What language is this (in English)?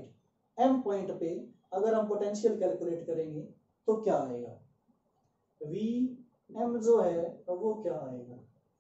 Hindi